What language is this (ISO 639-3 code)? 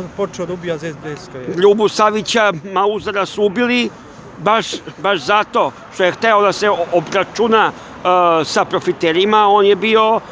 srp